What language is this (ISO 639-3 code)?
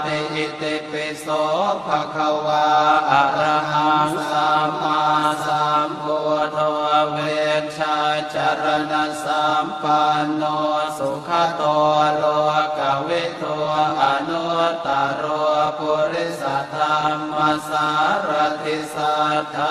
pli